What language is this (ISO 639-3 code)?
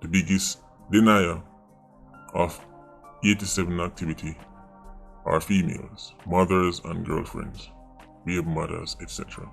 jam